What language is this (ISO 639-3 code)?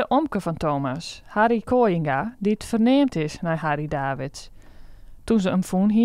fry